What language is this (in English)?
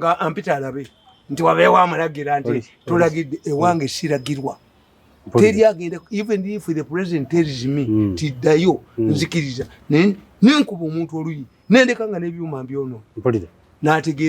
Ganda